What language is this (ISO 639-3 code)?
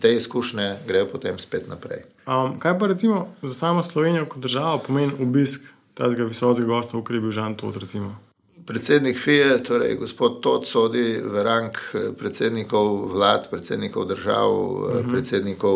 slv